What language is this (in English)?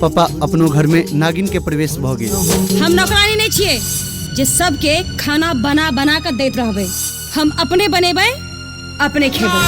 Maithili